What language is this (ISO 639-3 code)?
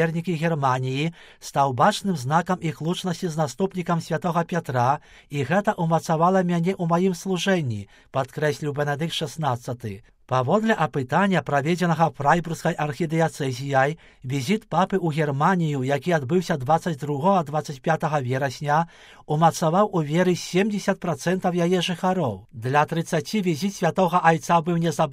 bel